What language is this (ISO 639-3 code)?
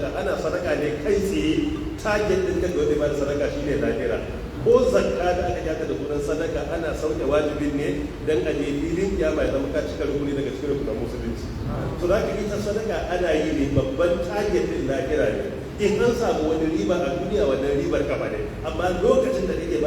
hau